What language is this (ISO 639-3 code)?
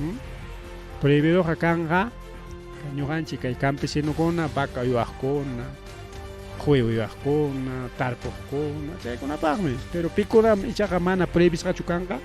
quy